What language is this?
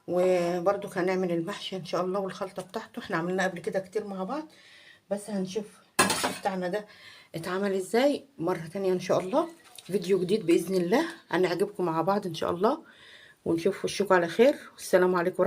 Egyptian Arabic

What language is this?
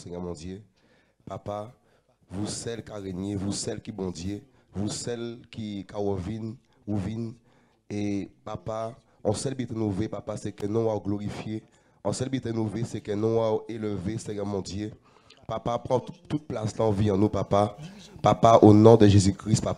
Guadeloupean Creole French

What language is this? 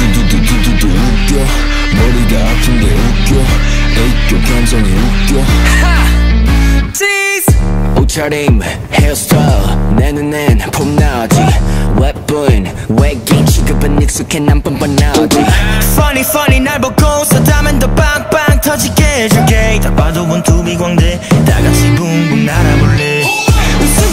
Korean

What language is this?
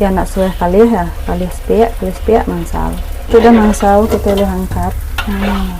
Iban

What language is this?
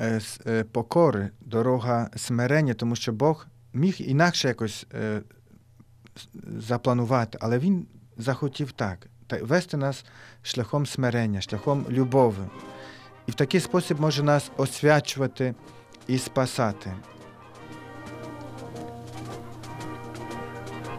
Ukrainian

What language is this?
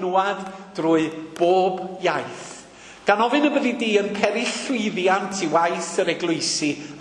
Welsh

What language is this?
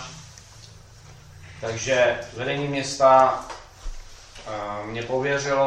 Czech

